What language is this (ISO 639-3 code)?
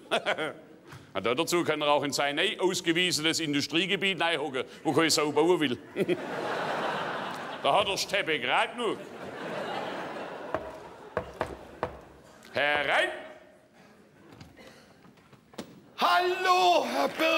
deu